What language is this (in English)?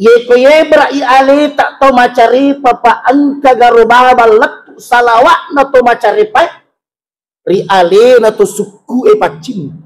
Buginese